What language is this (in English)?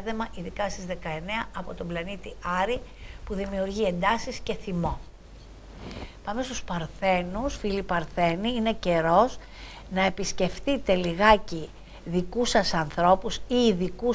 Greek